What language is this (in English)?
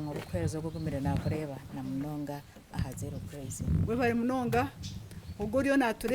Nyankole